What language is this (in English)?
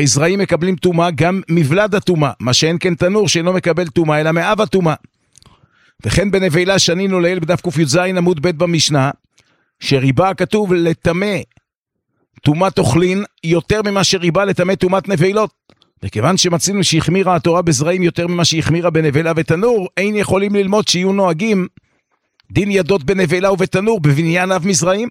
Hebrew